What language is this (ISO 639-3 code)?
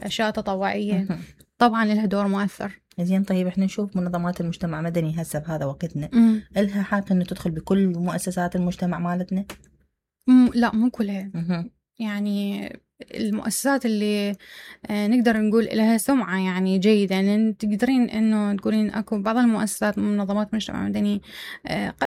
acm